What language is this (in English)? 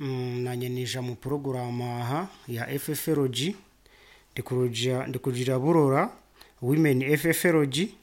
Nyoro